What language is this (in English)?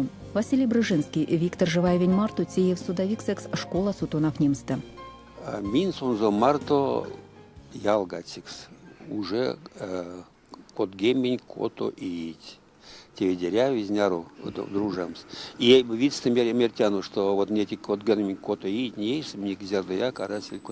Erzya